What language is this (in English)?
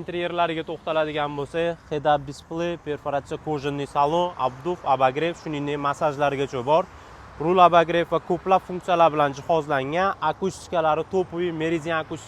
Uzbek